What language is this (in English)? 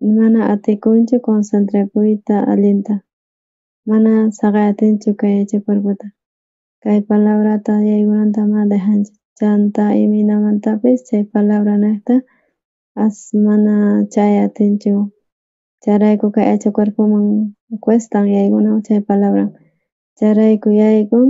South Bolivian Quechua